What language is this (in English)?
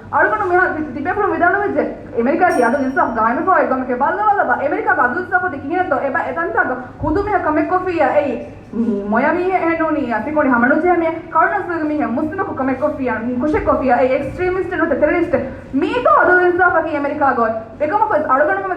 Divehi